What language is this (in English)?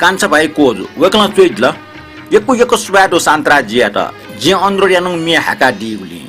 Newari